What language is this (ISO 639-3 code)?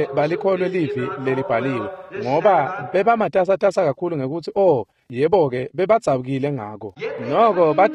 ssw